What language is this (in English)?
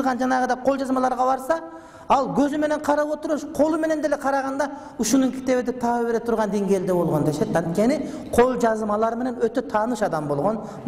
Kyrgyz